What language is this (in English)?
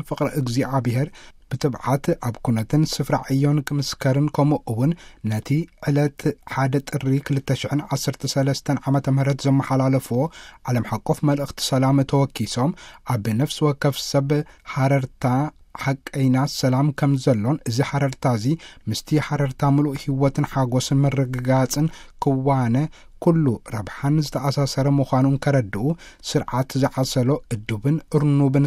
Tigrinya